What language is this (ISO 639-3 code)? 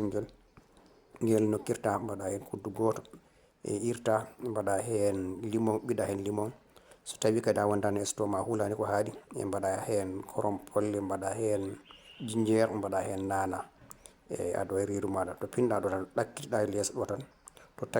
ful